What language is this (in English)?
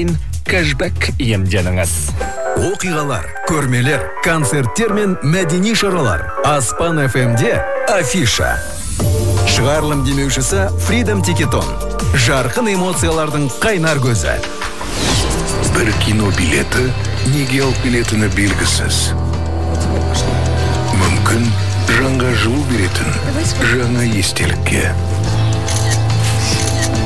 Kazakh